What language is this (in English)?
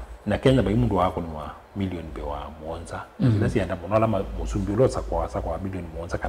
Kamba